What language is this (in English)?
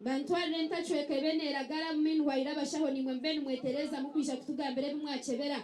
Nyankole